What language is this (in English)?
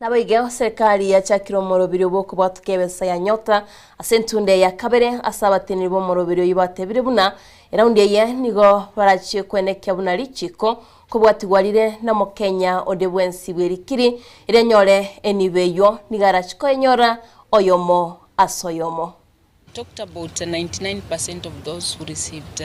Gusii